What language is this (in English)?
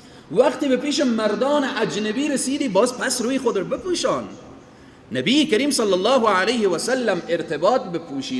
Persian